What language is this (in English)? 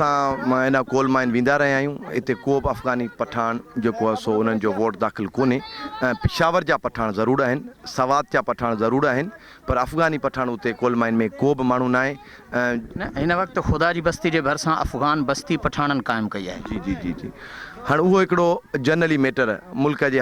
Sindhi